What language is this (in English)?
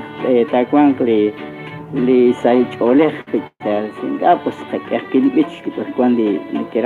Kekchí